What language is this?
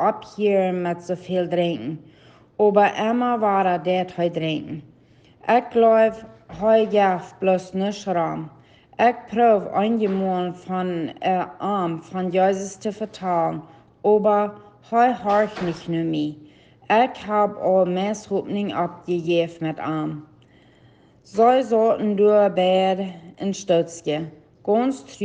Plautdietsch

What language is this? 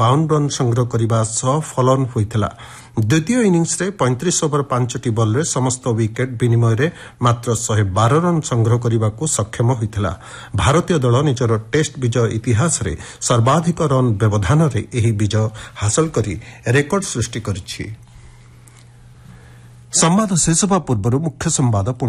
Odia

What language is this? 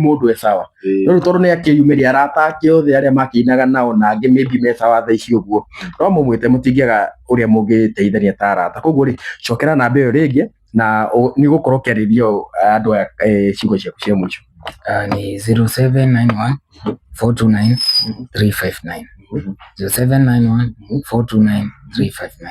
Kikuyu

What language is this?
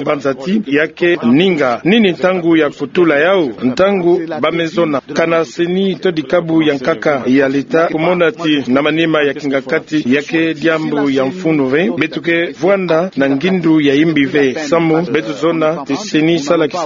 Kituba (Democratic Republic of Congo)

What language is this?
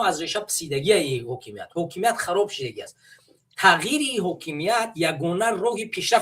Tajik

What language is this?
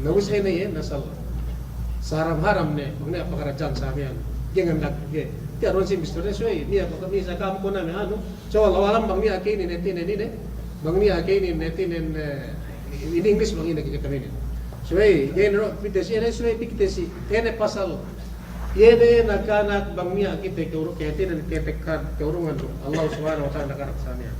Yakan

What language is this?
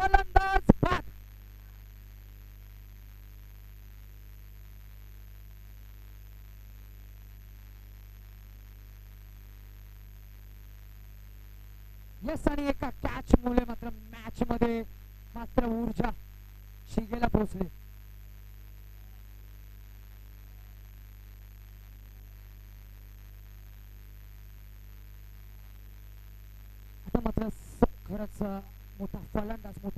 Marathi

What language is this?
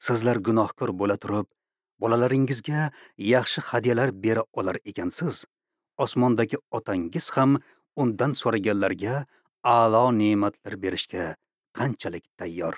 Uzbek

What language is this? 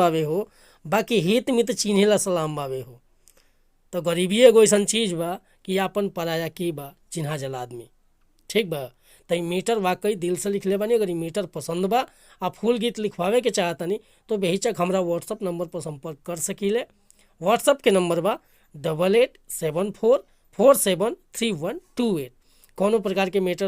Bhojpuri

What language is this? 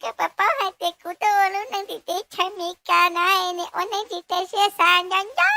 Hmong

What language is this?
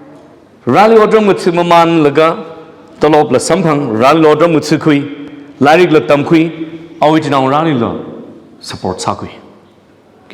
Tangkhul Naga (India)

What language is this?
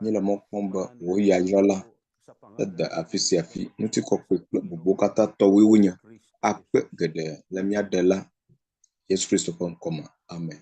Ewe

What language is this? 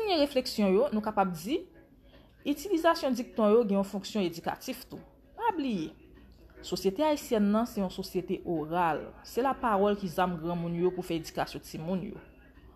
Haitian Creole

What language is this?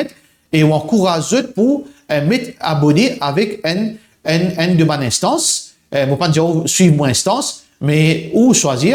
Morisyen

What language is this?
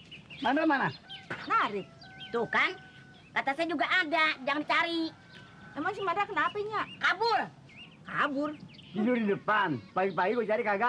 Betawi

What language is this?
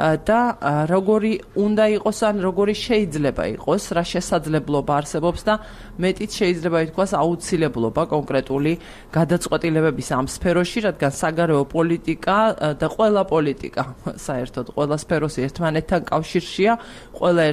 Georgian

